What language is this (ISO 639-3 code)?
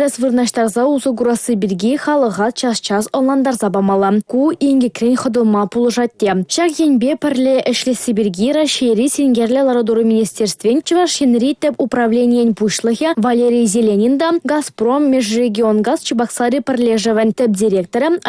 chv